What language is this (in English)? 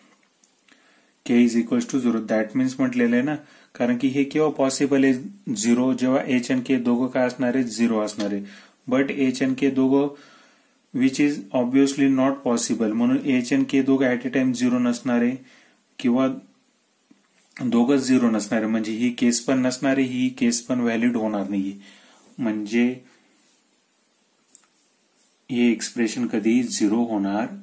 Marathi